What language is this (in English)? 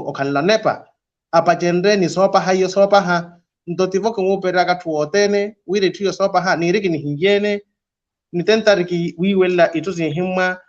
Makhuwa